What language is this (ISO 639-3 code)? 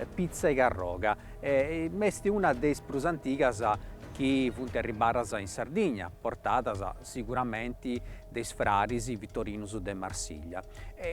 srd